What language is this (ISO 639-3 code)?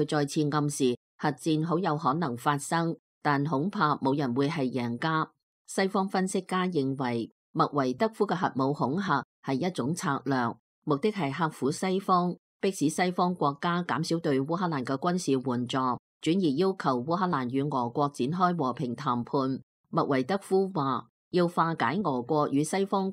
yue